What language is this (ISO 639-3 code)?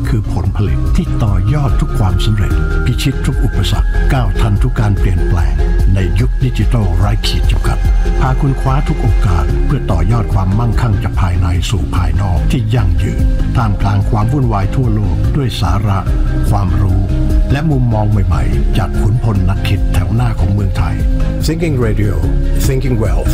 tha